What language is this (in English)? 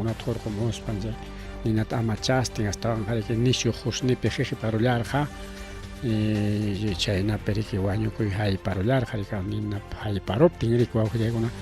Ayacucho Quechua